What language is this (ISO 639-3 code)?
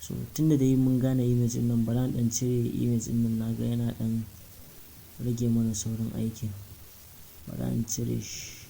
hau